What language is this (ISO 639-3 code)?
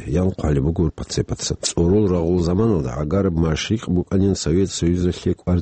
ava